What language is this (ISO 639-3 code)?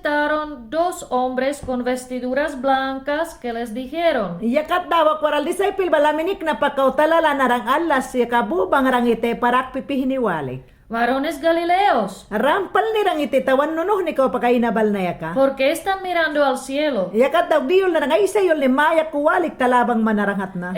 yan